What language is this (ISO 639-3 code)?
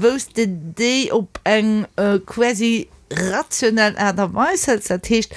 ltz